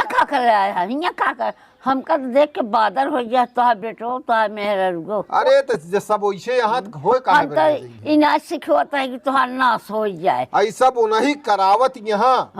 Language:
Awadhi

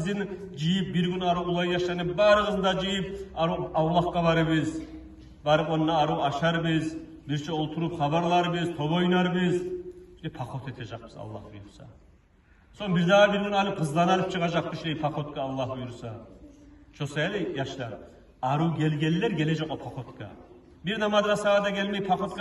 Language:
Kumyk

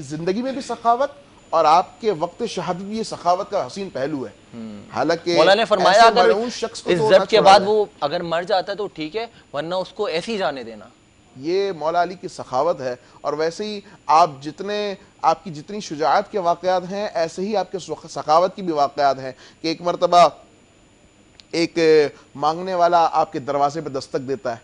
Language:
Urdu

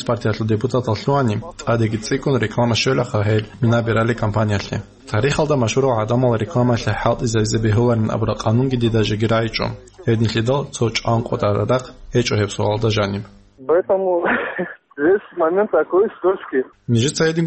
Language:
Avaric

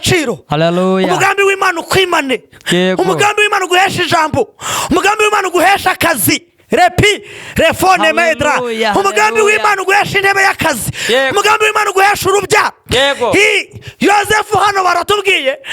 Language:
Kinyarwanda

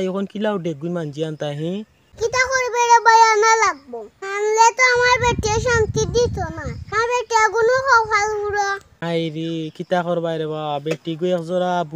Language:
Sylheti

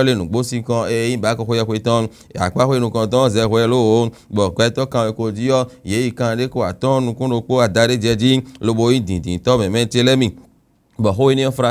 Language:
Fon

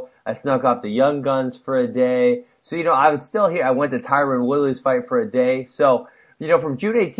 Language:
English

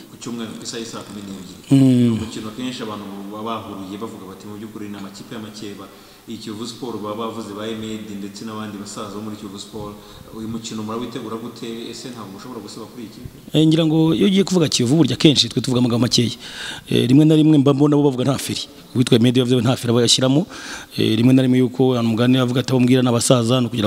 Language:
Kinyarwanda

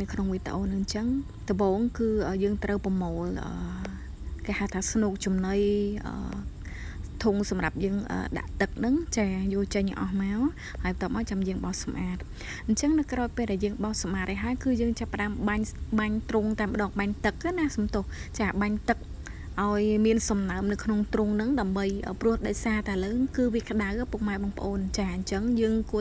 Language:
Khmer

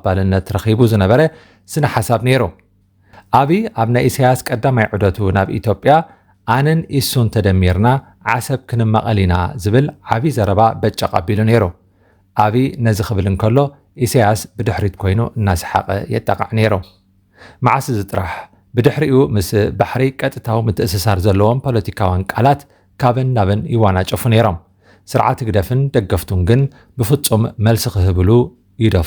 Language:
Tigrinya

